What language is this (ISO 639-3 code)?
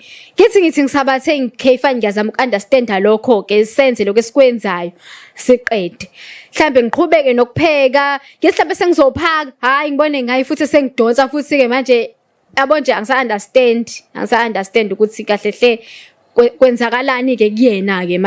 zul